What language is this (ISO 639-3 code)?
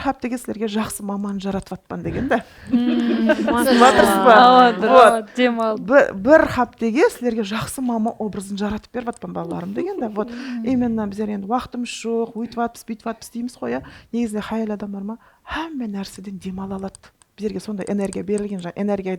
kaa